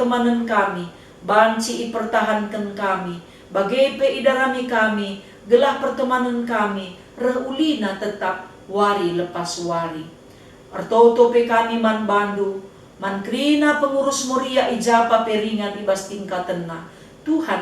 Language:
Batak Karo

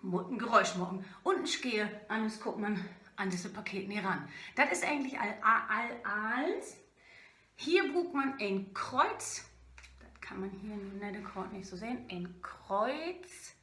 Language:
Low German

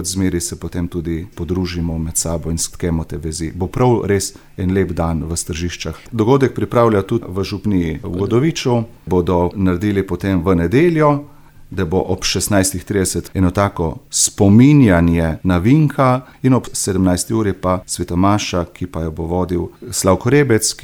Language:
Slovenian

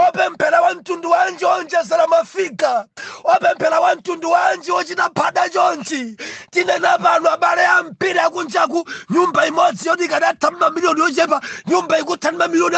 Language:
Nyanja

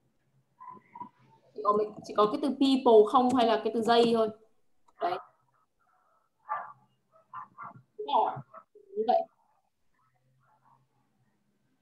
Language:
Vietnamese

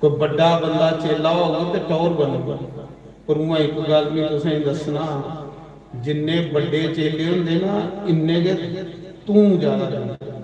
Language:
Dogri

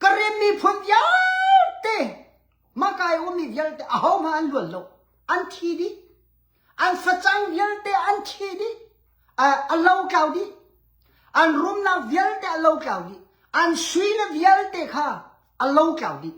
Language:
Hakha Chin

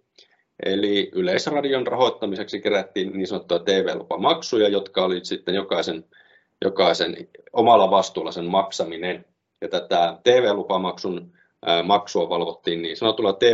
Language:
Finnish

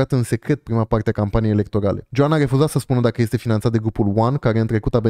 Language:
Romanian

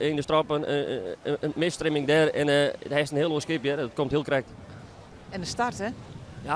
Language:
Western Frisian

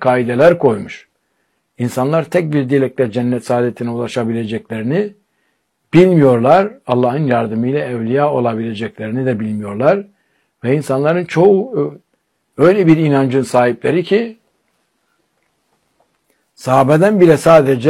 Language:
Turkish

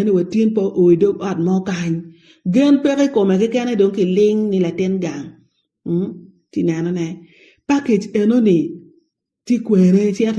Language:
Acoli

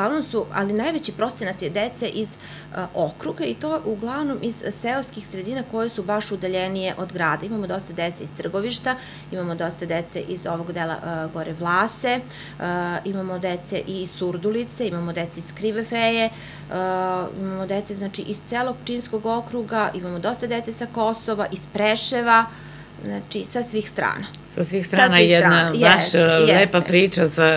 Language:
Serbian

